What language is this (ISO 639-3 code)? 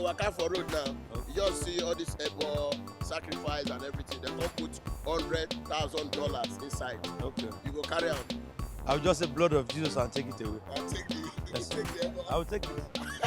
pcm